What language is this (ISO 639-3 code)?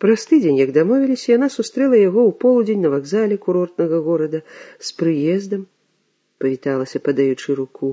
bel